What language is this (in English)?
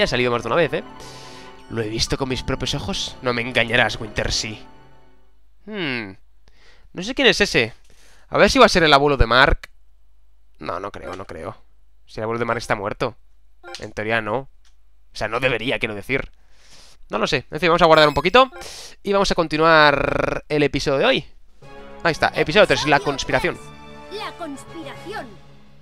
Spanish